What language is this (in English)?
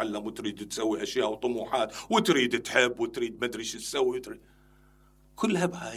Mesopotamian Arabic